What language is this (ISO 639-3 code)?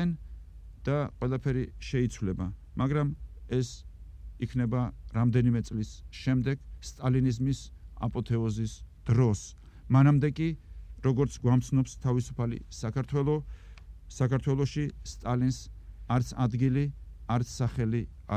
kat